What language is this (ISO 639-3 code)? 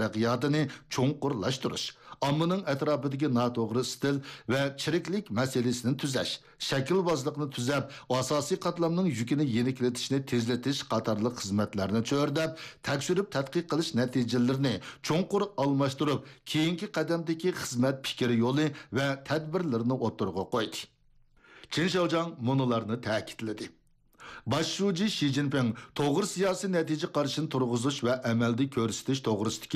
uig